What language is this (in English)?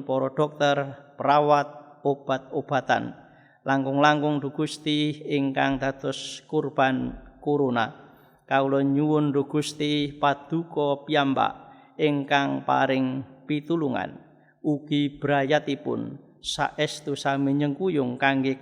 Javanese